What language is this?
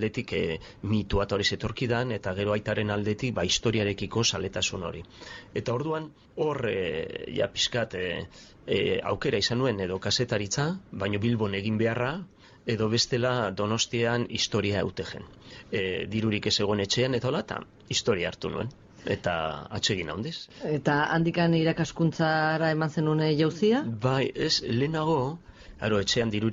Basque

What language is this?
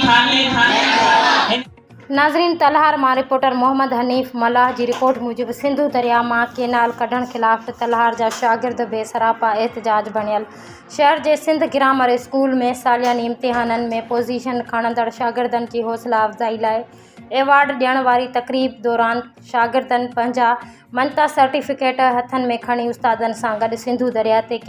Sindhi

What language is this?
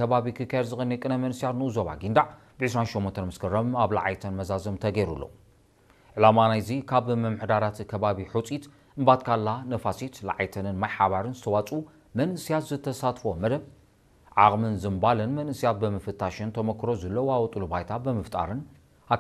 Tigrinya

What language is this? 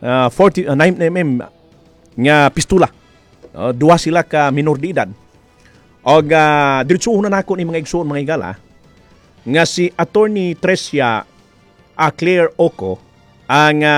Cebuano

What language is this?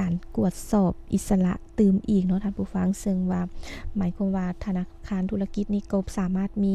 Lao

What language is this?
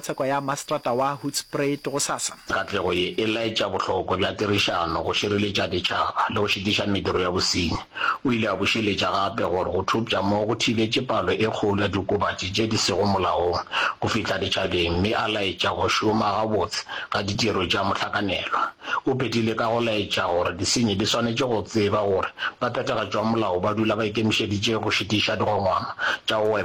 Northern Sotho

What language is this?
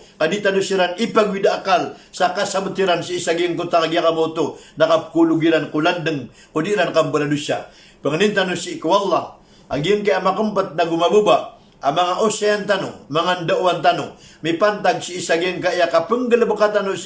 Maranao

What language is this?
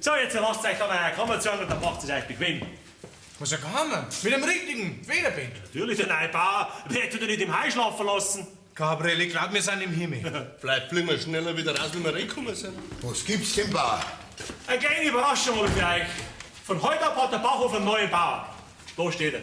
Bavarian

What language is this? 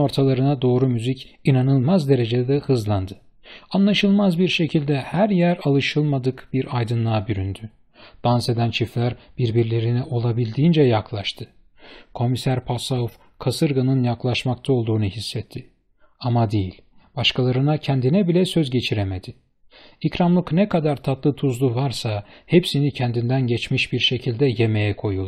Turkish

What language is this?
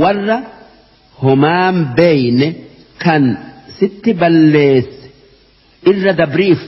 Oromo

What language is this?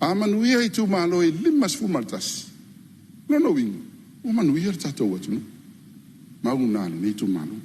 Samoan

